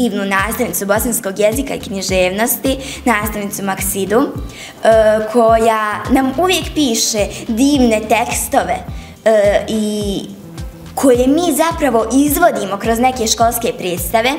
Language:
Bosnian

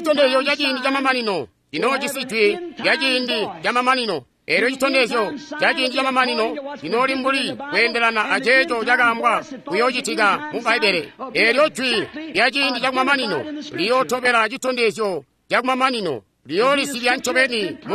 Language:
Tonga (Zambia)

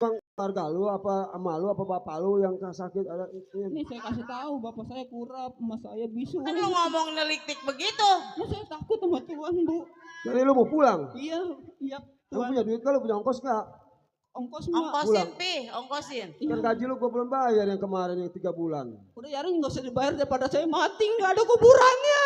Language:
Betawi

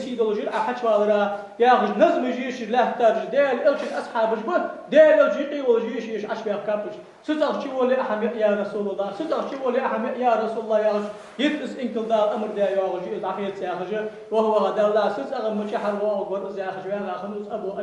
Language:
Ingush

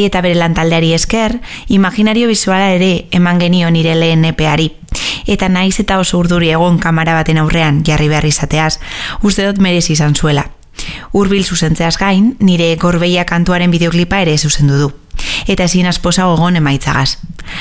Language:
Basque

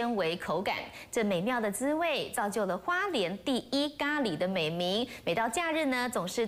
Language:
Chinese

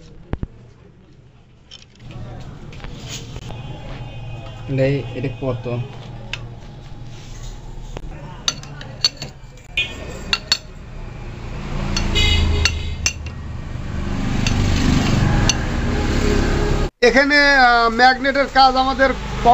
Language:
Bangla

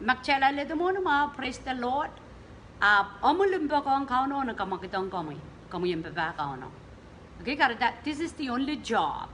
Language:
Pohnpeian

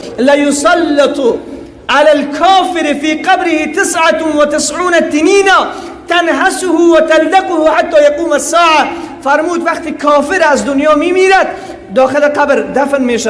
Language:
Persian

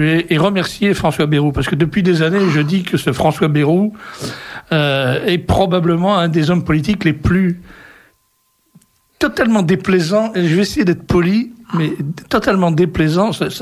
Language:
French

